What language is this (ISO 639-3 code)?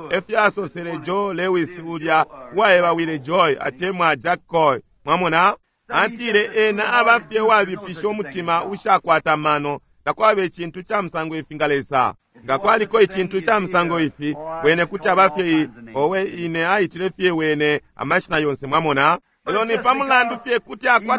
bem